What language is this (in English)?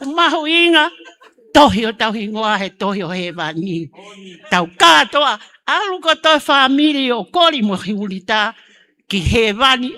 Tongan